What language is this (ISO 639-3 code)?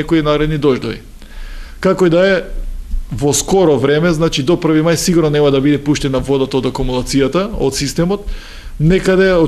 mkd